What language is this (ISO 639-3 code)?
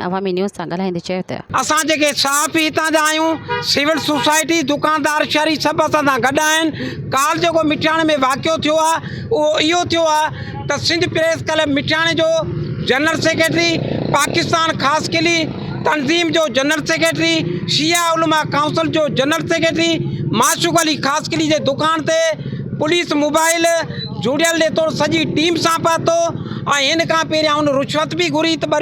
snd